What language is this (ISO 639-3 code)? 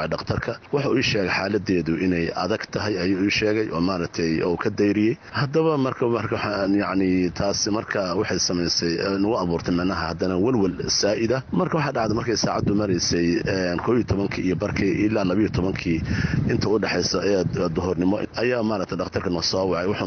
som